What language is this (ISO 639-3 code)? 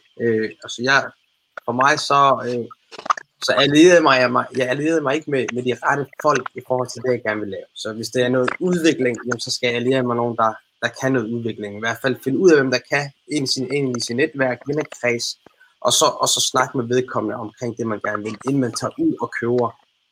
dan